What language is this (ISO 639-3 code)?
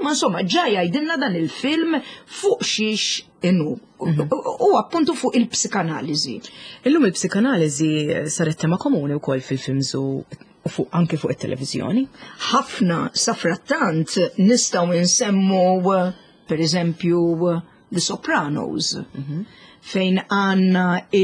mlt